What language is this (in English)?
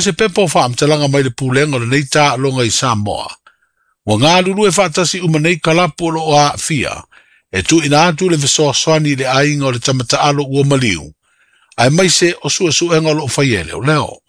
Samoan